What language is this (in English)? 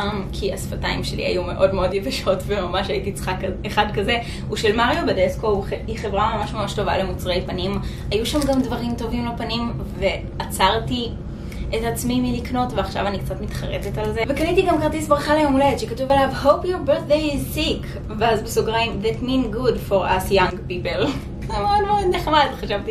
Hebrew